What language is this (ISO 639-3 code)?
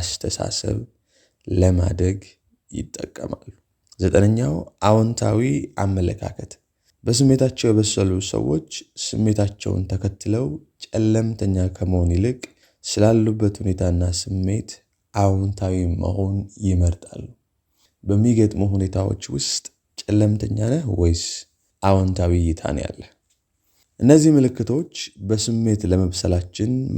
amh